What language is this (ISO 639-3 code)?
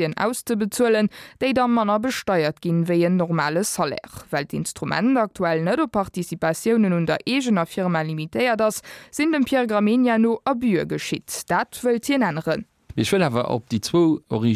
ltz